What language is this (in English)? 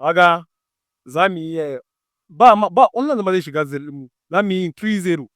Hausa